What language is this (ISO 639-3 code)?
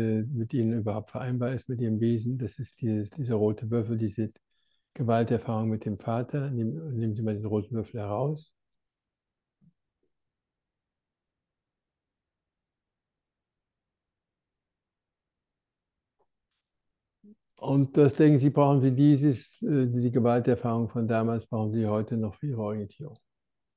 deu